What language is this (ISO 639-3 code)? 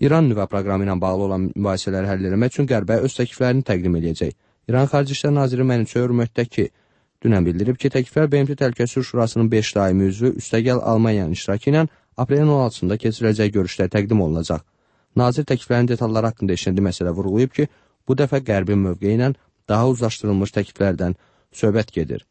aze